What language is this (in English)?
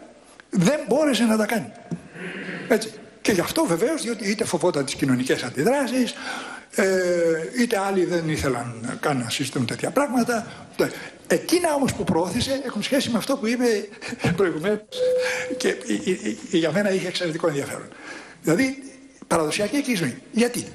Greek